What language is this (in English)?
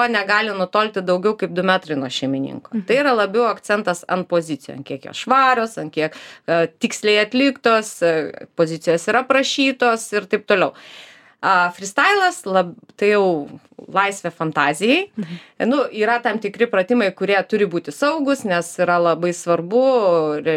Lithuanian